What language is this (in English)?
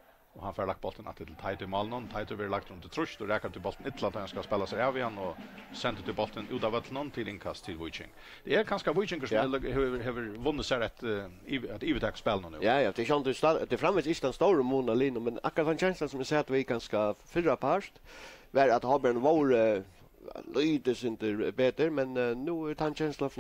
Faroese